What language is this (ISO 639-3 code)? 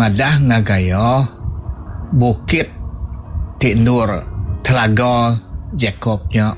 iba